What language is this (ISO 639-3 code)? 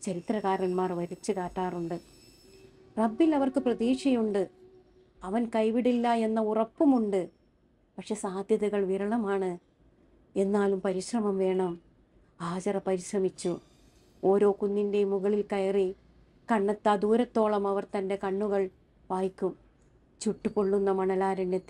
mal